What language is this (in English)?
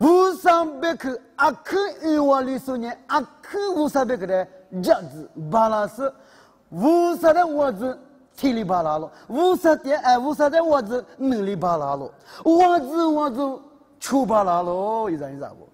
Lisu